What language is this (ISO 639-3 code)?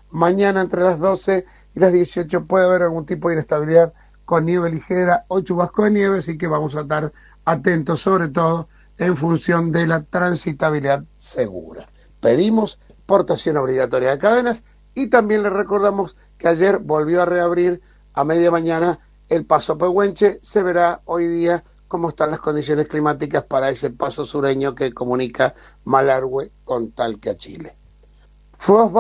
spa